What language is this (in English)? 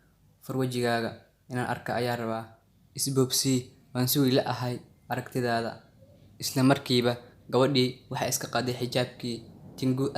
Somali